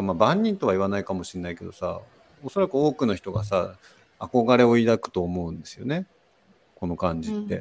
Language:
Japanese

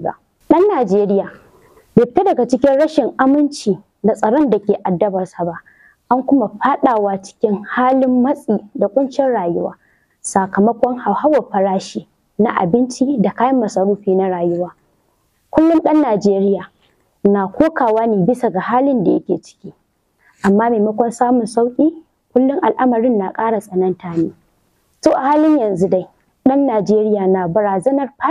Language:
Hausa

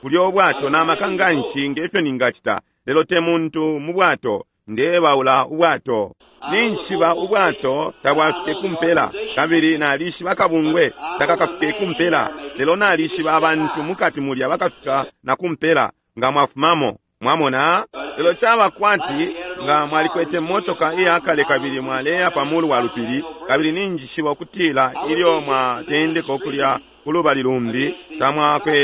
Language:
Bemba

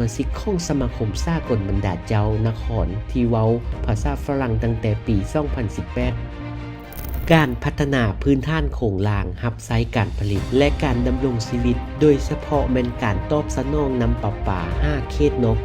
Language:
Lao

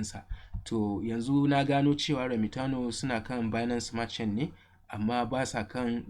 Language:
Hausa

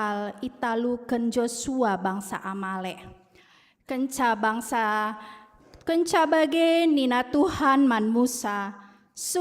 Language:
Batak Karo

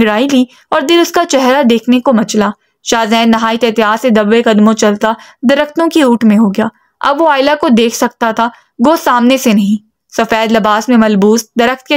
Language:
Urdu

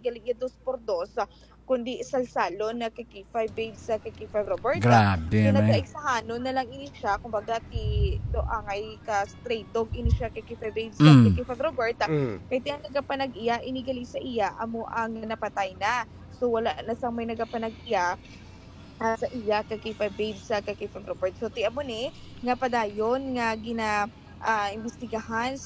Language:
Hiligaynon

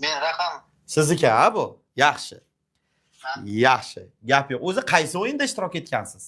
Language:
Uzbek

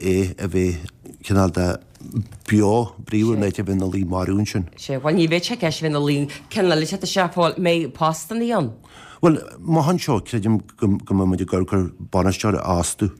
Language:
Irish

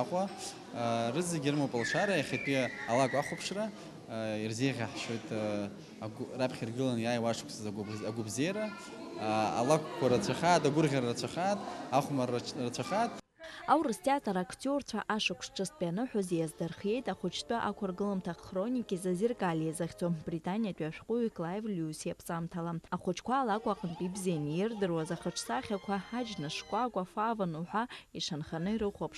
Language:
Abkhazian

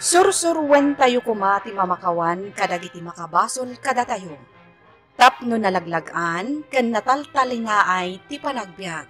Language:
Iloko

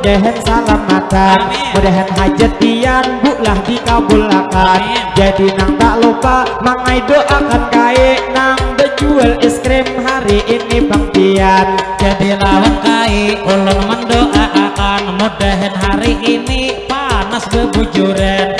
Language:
Banjar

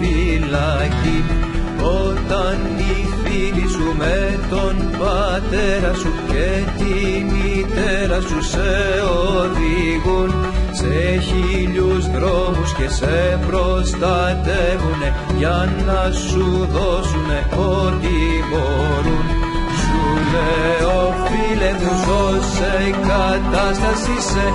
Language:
Greek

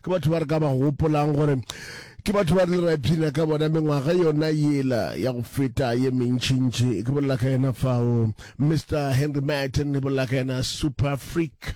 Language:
Northern Sotho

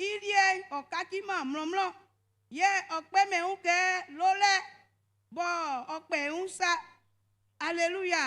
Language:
Baoulé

